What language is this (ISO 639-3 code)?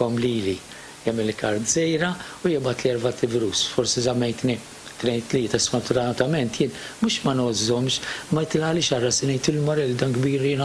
mlt